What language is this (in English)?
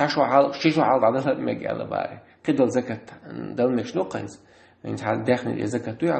Chechen